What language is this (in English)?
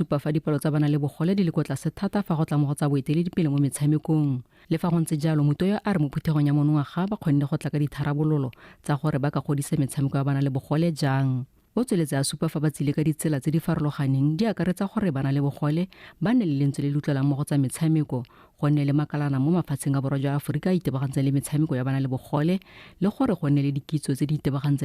Tswana